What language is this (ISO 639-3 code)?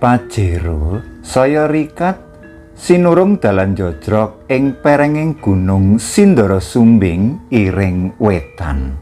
jav